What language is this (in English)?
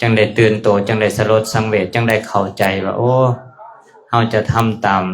Lao